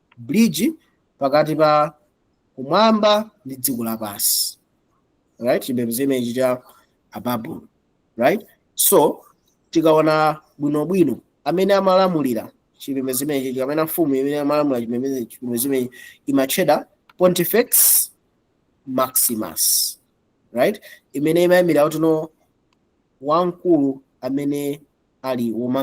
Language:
Nyanja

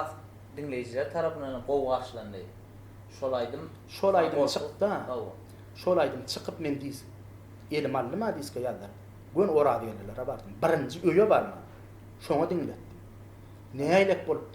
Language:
Turkmen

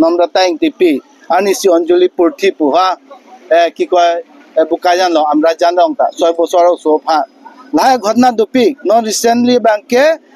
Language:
Karbi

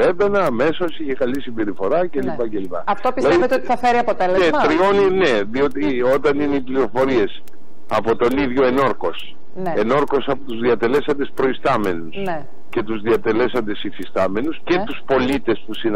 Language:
Greek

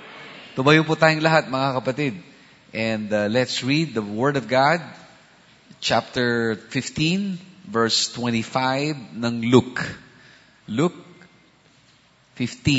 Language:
Filipino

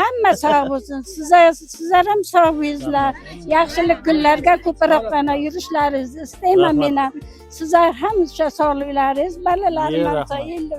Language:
Uzbek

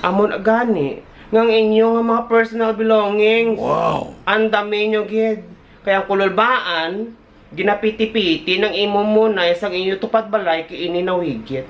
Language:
Hiligaynon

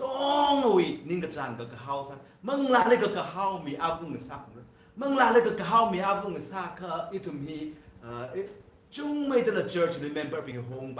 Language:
Tangkhul Naga (India)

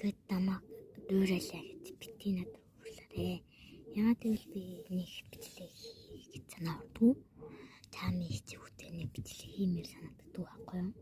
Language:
Mongolian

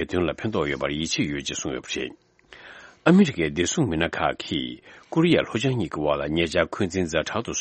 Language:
Tibetan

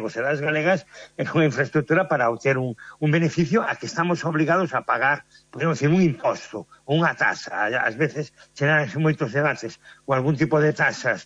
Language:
Galician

